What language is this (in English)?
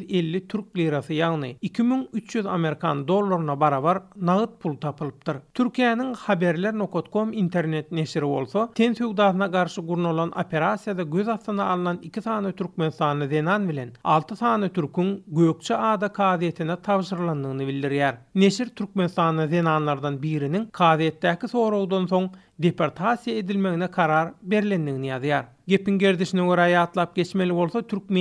Turkmen